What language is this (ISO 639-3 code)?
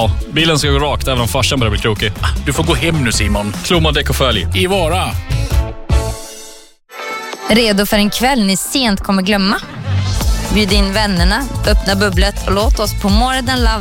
swe